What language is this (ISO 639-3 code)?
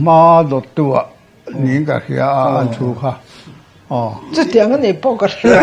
lus